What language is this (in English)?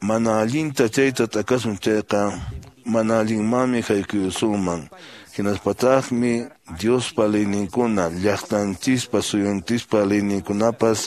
Quechua